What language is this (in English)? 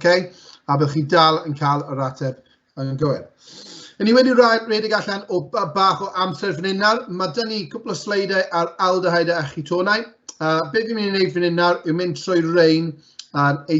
Welsh